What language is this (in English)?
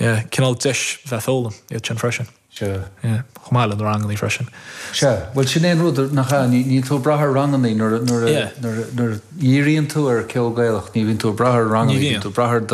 Irish